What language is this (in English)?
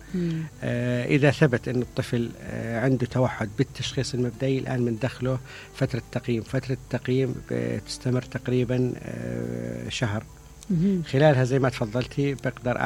Mesopotamian Arabic